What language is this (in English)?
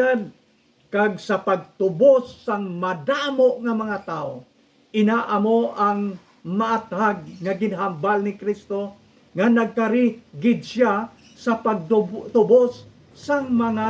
Hiligaynon